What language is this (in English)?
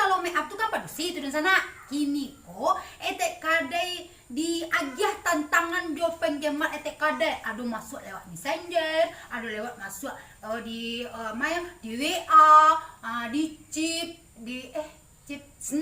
Minangkabau